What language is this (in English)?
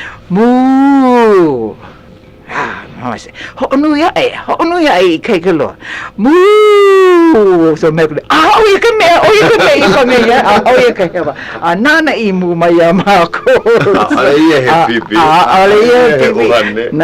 Hawaiian